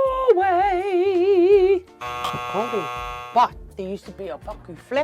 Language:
Māori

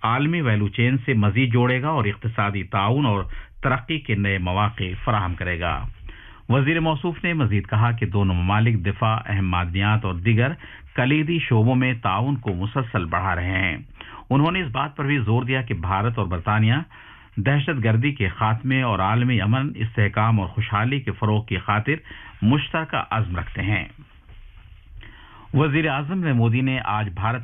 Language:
Urdu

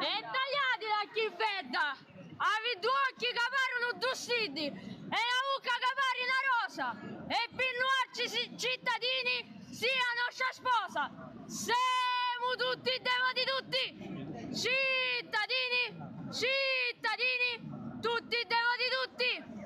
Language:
Sicilian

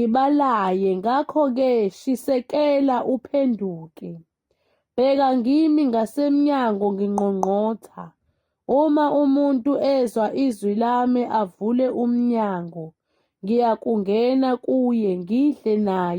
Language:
Zulu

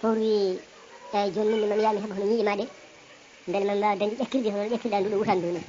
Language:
Fula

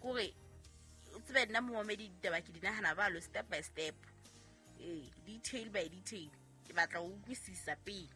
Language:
Southern Sotho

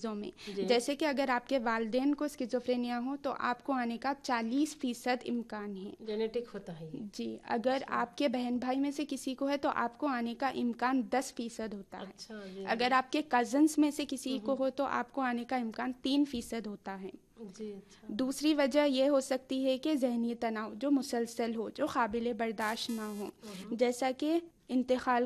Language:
Urdu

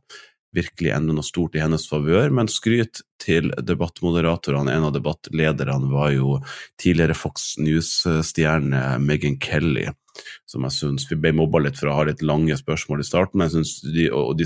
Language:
Norwegian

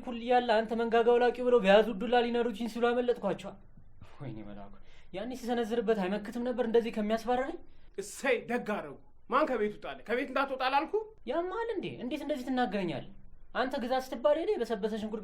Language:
Amharic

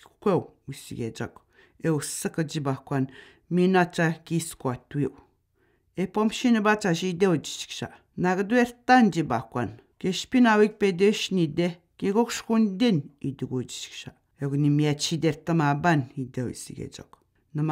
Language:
Atikamekw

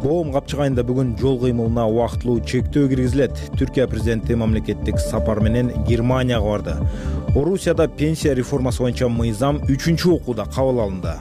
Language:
Kyrgyz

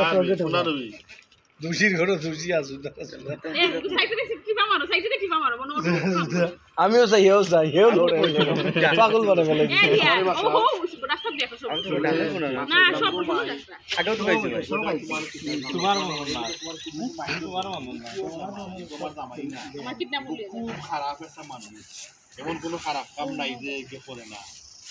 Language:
Sylheti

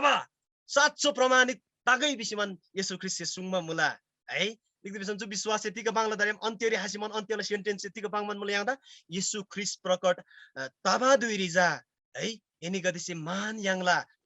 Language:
Eastern Tamang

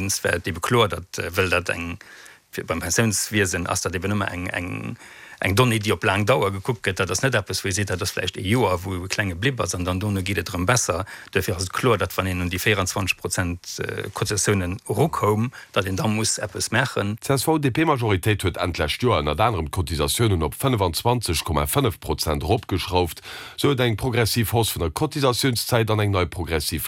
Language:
Luxembourgish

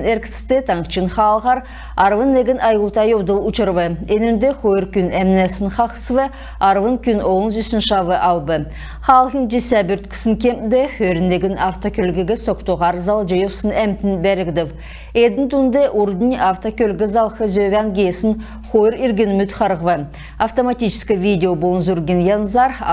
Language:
Kalmyk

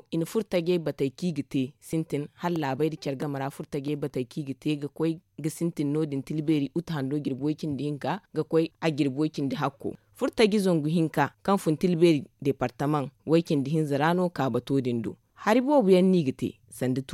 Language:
Zarma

